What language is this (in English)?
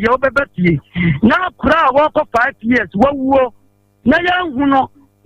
Akan